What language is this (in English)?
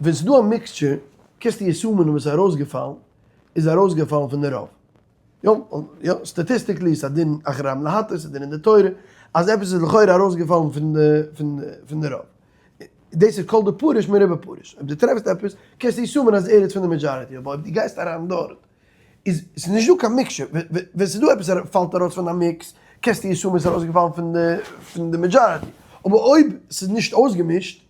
Yiddish